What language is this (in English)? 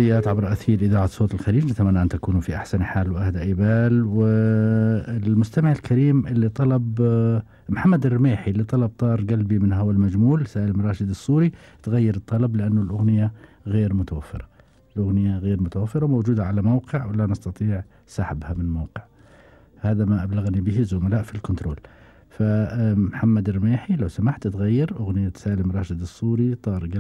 Gulf Arabic